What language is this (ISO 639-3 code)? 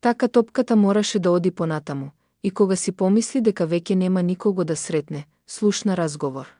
mkd